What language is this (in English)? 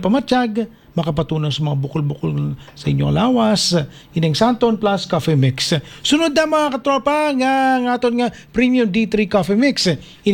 Hiligaynon